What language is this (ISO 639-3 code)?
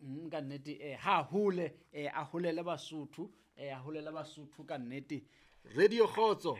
sot